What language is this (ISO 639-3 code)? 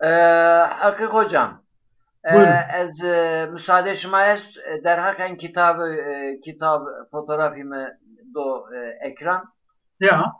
zza